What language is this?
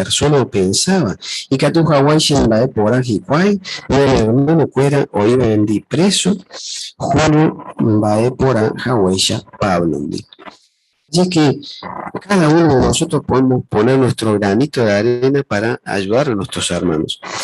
Guarani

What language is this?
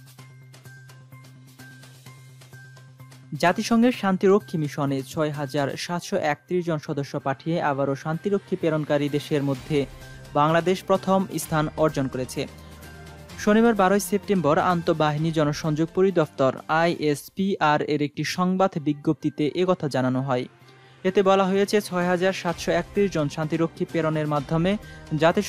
Bangla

